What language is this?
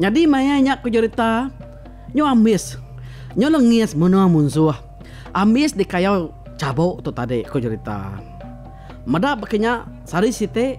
Iban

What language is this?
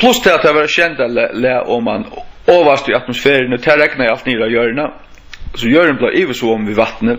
Faroese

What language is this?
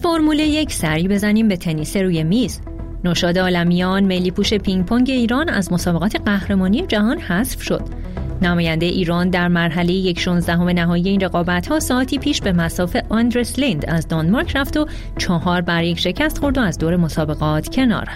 Persian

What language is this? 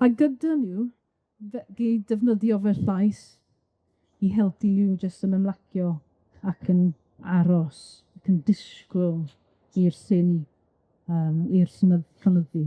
Welsh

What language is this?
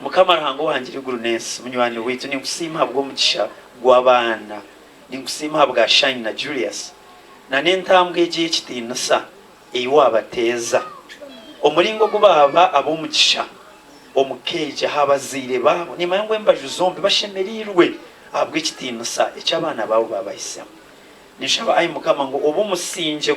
Nyankole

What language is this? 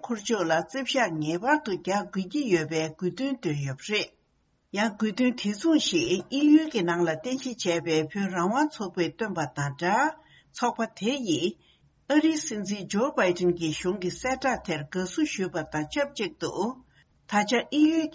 Tibetan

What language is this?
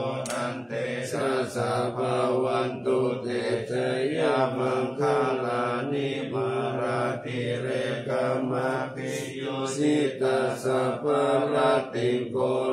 Pali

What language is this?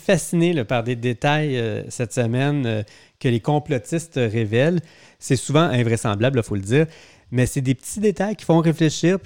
French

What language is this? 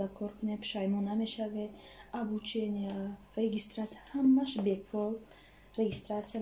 Tajik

